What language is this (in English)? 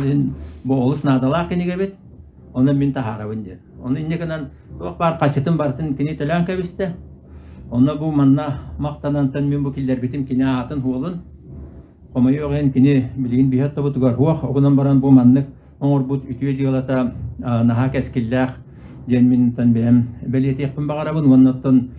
Yakut